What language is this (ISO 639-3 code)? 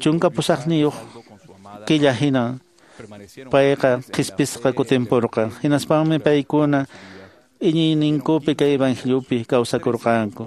que